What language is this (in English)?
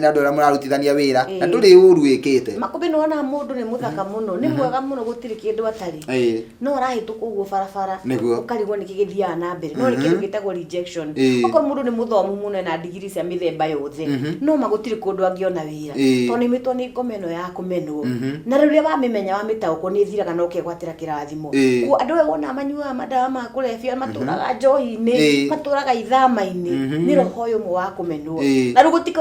Kikuyu